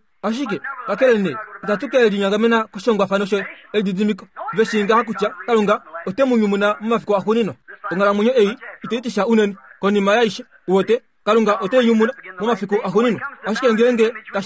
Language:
Kuanyama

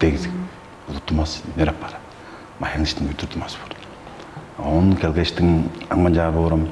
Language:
Tuvinian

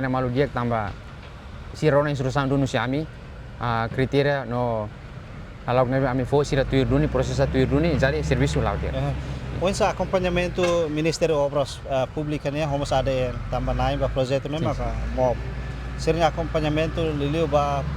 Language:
Tetum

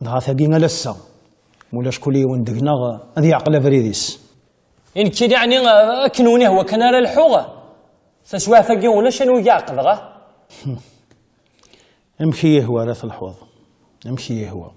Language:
Kabyle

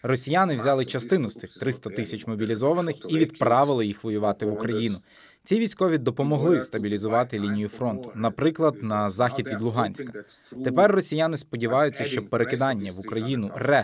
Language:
Ukrainian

